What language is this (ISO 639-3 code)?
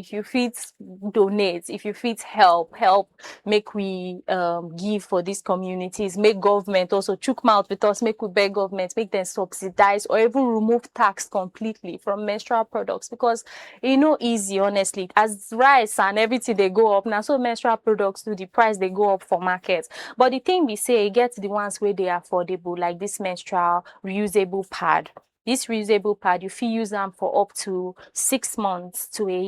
pcm